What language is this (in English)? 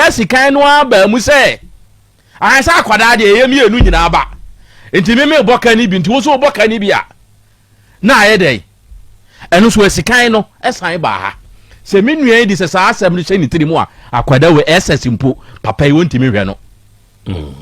Akan